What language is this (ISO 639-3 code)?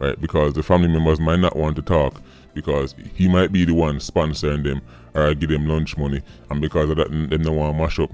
jam